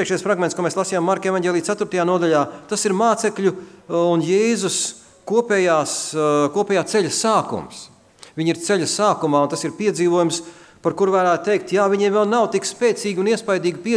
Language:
Latvian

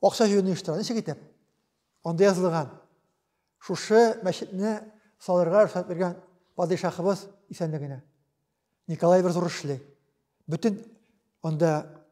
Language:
Tatar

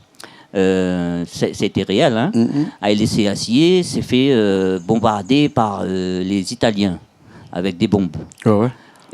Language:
Réunion Creole French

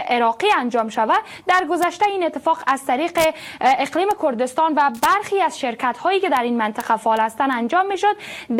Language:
Persian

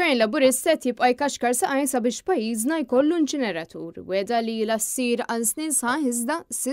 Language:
Maltese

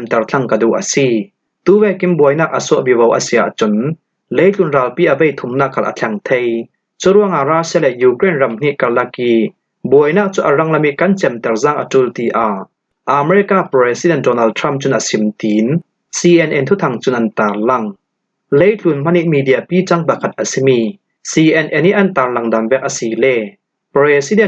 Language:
Falam Chin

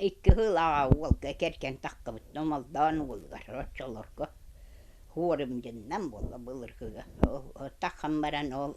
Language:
Yakut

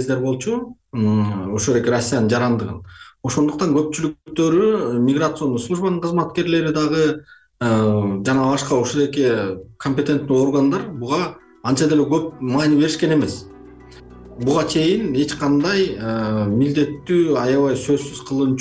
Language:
Kyrgyz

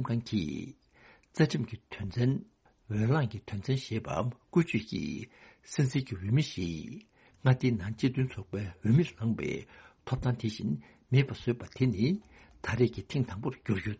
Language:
Tibetan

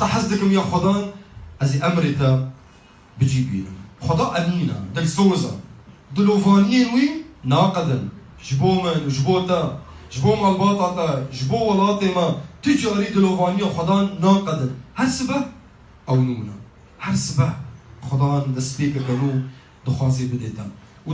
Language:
Kurdish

